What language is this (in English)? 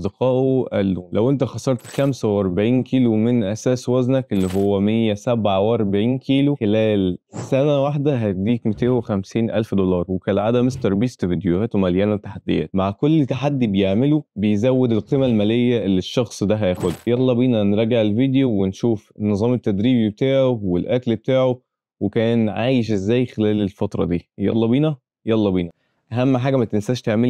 Egyptian Arabic